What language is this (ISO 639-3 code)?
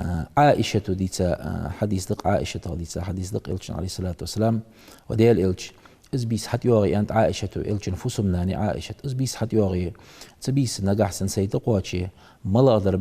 inh